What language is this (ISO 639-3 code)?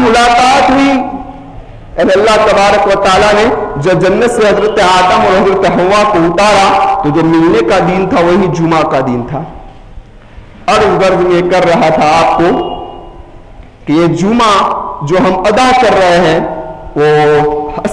urd